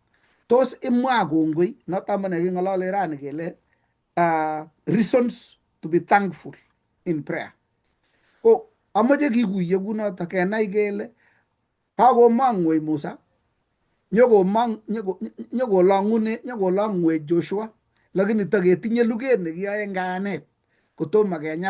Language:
Kalenjin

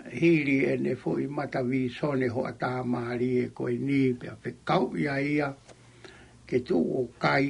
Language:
Tongan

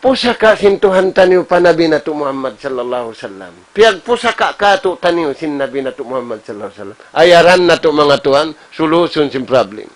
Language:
Tausug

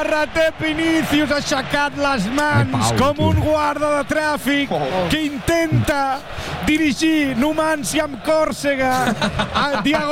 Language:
Catalan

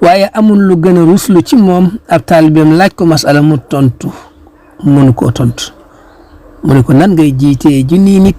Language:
Wolof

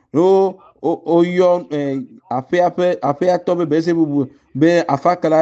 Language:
Ewe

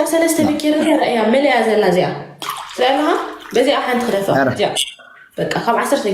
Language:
Tigrinya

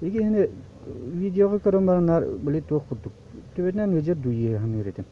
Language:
Yakut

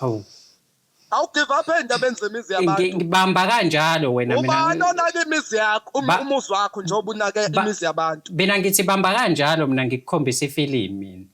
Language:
Zulu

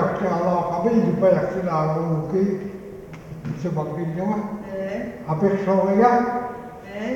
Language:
Indonesian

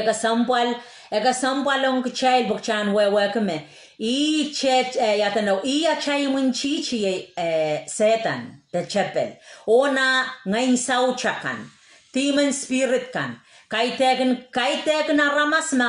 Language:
Pohnpeian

